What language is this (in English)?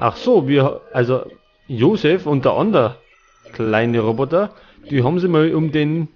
Bavarian